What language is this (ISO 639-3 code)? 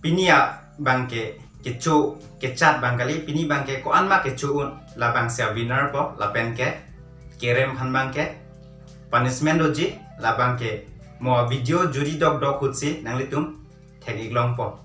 mjw